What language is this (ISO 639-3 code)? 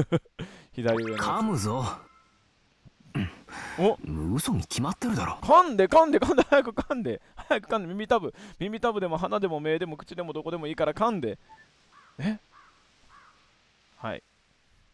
jpn